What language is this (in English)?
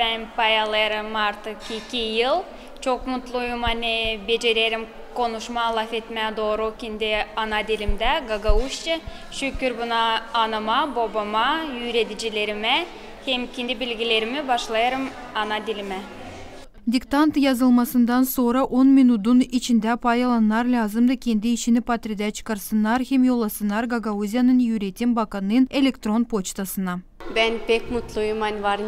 Gagauz